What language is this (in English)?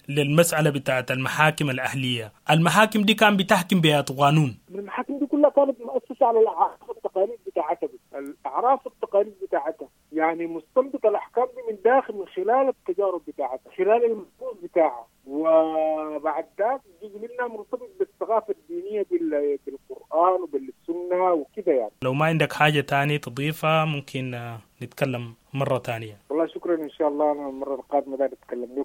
Sudanese Arabic